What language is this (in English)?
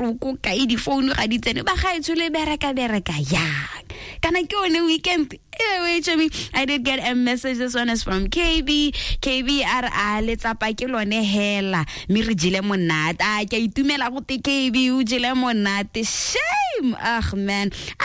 Tswana